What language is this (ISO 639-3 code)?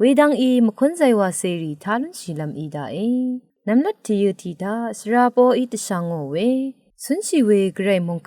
raw